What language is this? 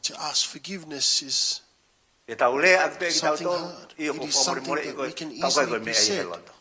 Tongan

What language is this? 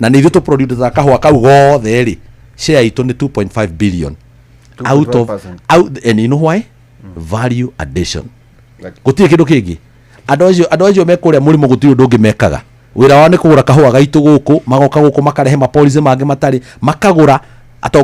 Kikuyu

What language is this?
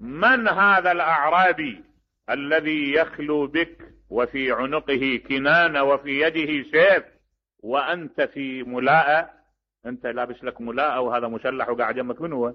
Mesopotamian Arabic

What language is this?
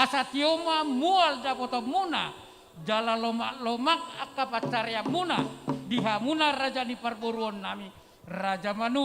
Batak Toba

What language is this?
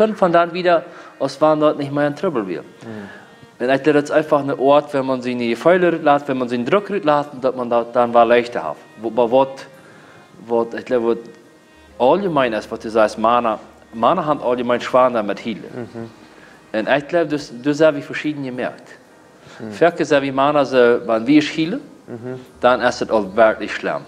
Plautdietsch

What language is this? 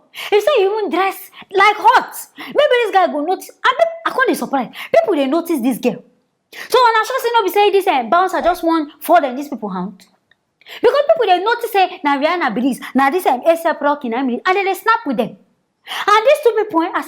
Nigerian Pidgin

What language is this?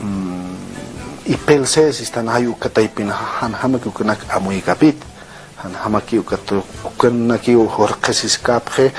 Aymara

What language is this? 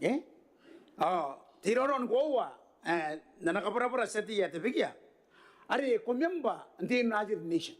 Gilbertese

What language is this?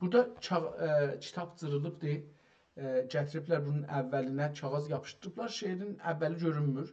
South Azerbaijani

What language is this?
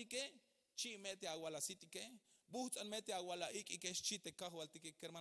Tzeltal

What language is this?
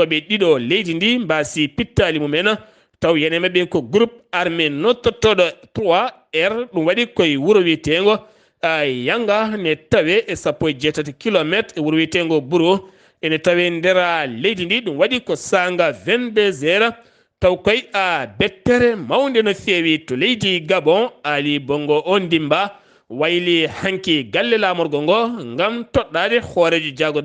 Fula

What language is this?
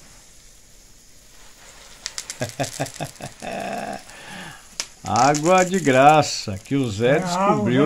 Portuguese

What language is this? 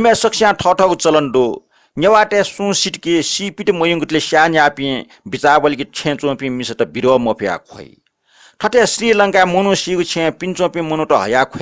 Newari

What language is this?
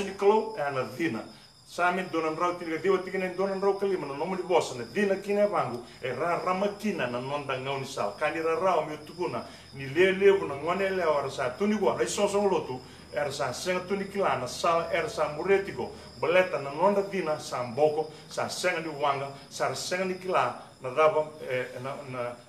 Fijian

